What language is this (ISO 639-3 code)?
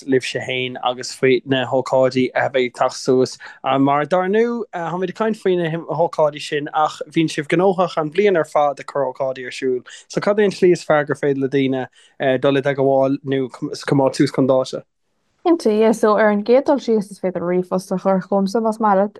gle